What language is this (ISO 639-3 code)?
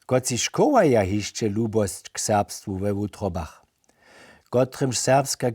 hsb